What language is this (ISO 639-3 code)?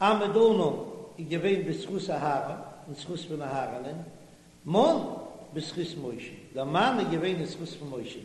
yid